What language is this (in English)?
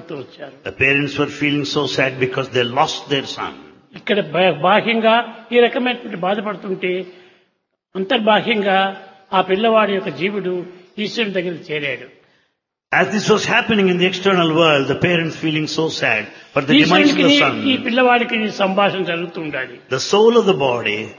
Telugu